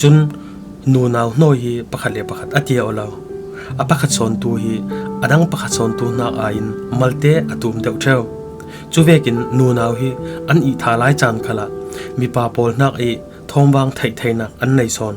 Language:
Falam Chin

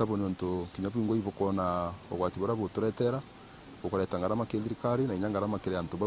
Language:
Meru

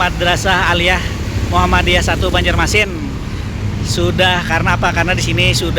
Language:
Banjar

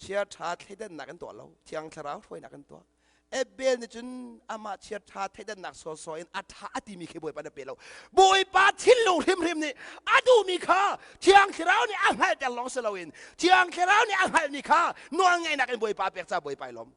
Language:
Hakha Chin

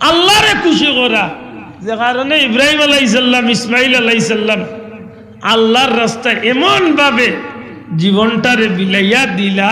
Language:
Sylheti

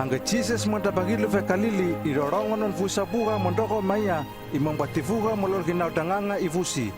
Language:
Hano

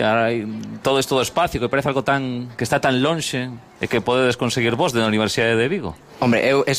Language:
Galician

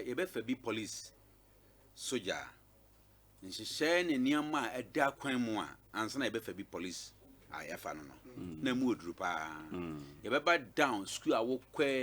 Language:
Akan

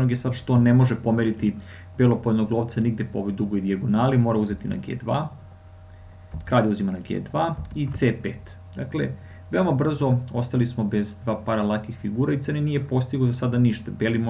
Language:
Serbian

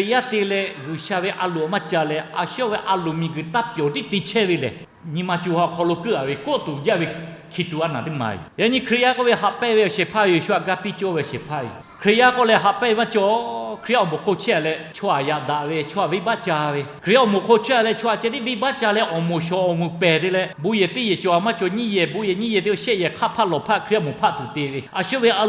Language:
Lahu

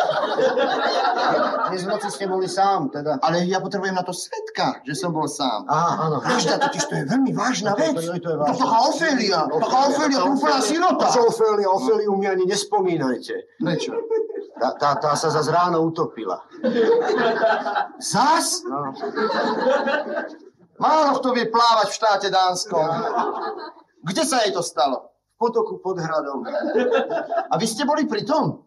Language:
Slovak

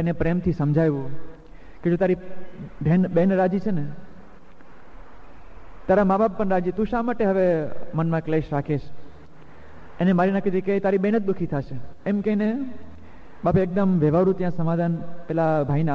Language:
Gujarati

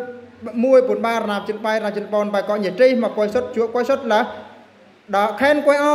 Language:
Eastern Bru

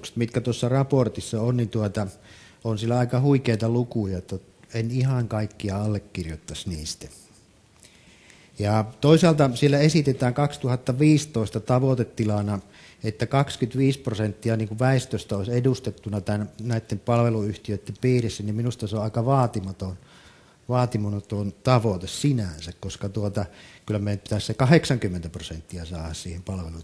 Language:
Finnish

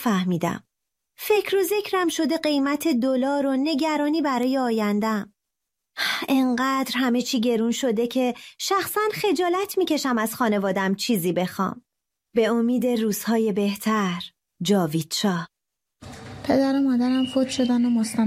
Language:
Persian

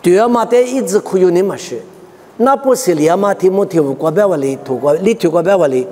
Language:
Lisu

